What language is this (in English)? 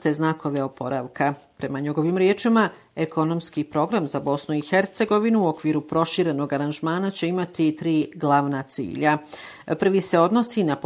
Bosnian